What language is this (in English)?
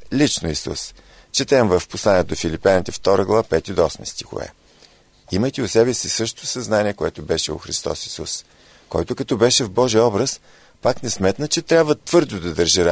Bulgarian